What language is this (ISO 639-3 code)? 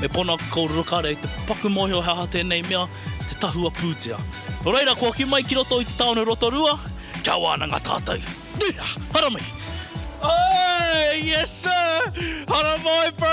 mri